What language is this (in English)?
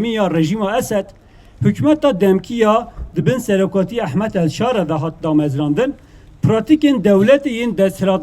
Kurdish